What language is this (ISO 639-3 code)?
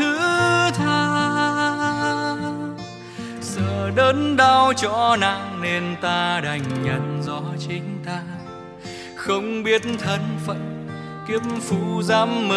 vie